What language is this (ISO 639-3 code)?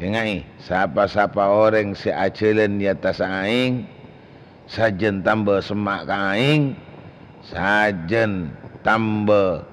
mad